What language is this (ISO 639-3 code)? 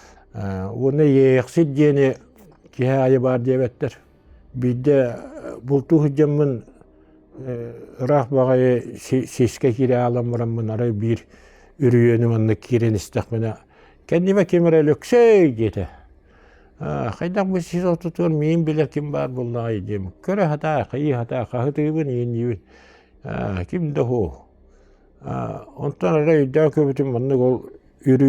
sah